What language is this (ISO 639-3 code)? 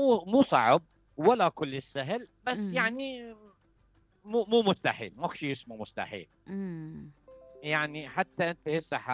acm